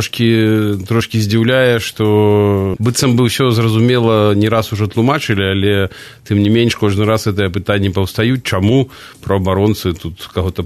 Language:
Belarusian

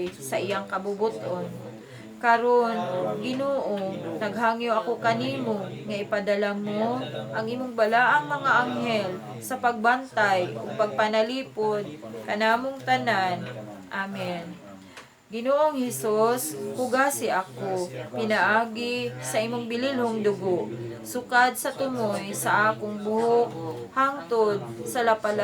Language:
Cebuano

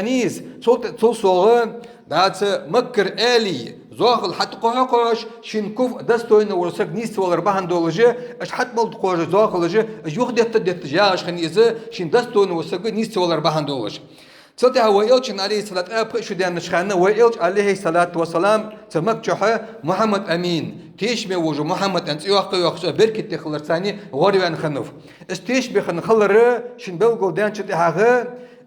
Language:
Ingush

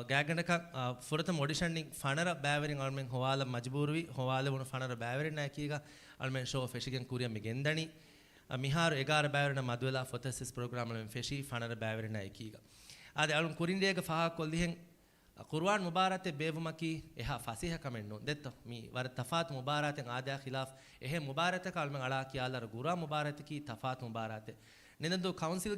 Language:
Divehi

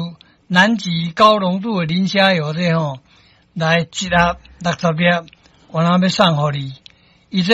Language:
Min Nan Chinese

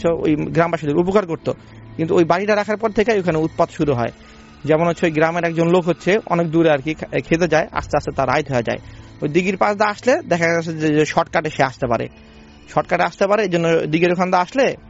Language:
Bangla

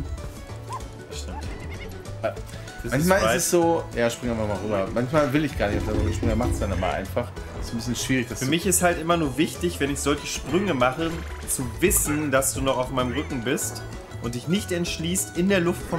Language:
German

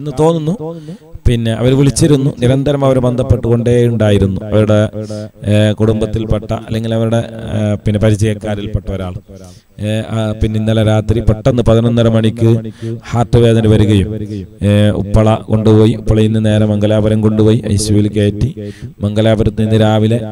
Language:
Malayalam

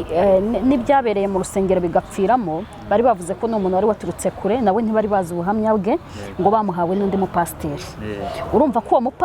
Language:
Kinyarwanda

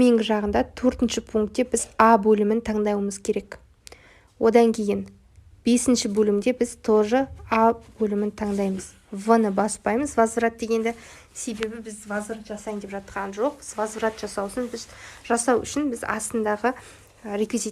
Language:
Kazakh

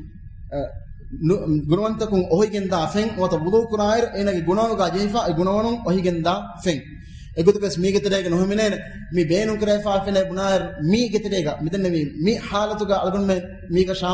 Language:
Divehi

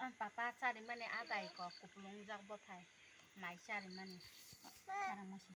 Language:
Kok Borok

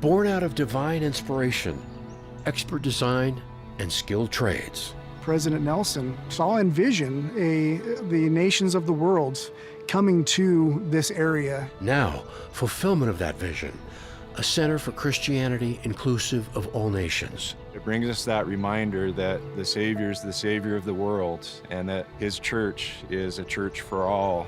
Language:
Tahitian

